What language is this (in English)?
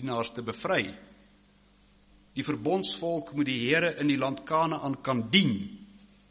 Afrikaans